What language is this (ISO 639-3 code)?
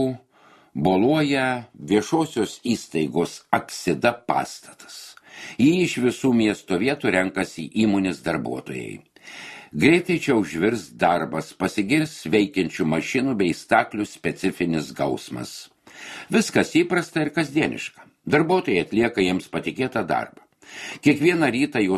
lit